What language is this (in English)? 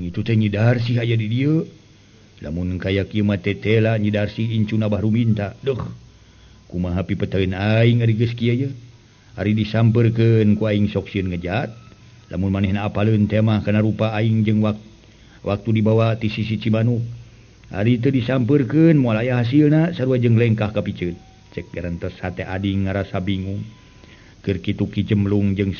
Sundanese